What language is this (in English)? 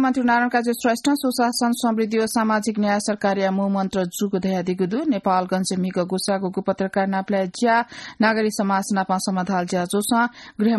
Newari